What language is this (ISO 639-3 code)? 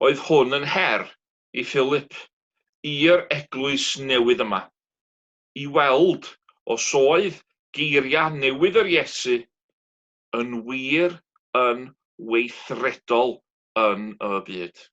cym